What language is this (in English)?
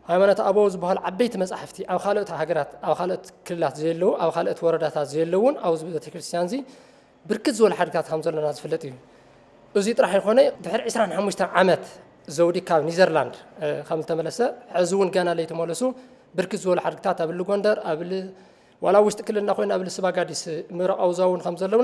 Tigrinya